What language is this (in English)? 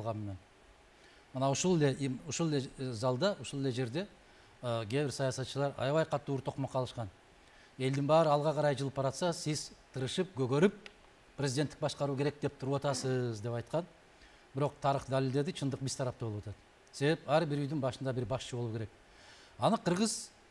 Kyrgyz